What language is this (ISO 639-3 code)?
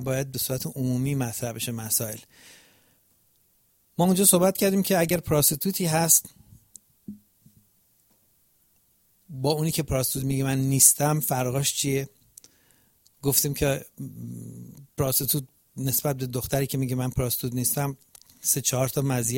fas